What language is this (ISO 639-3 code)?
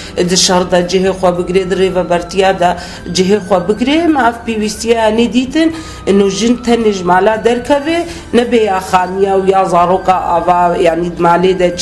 kur